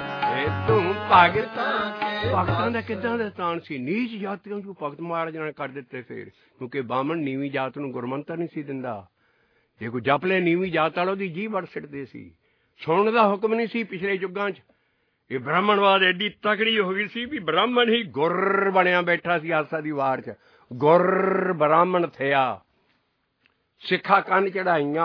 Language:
Punjabi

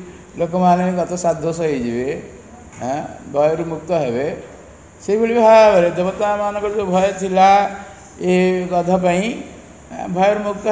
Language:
Odia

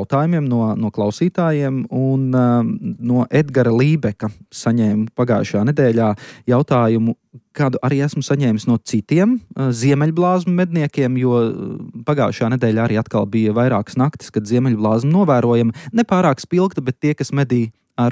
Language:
Latvian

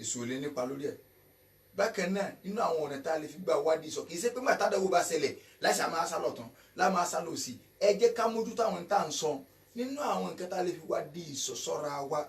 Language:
Yoruba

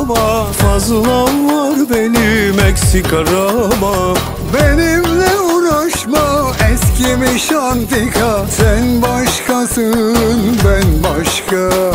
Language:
Turkish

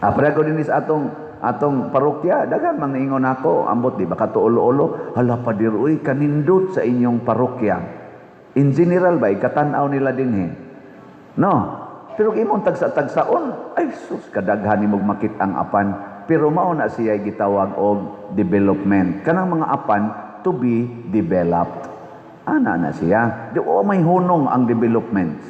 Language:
Cebuano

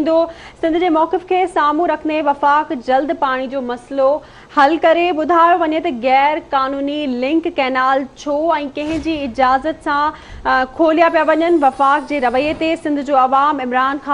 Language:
Sindhi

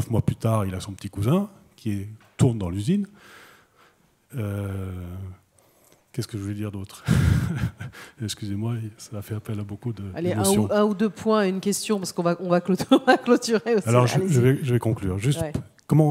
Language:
French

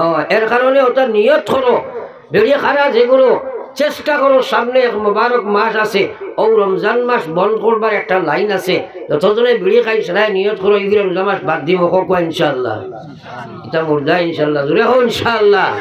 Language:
Sylheti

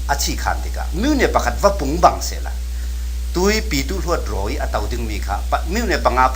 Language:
Falam Chin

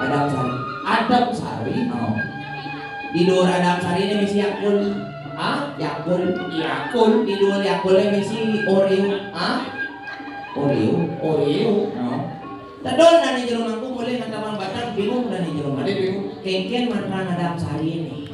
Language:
Balinese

